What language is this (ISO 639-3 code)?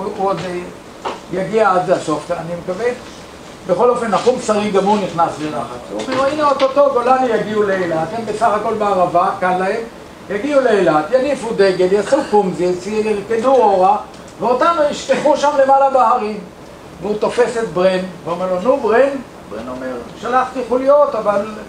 heb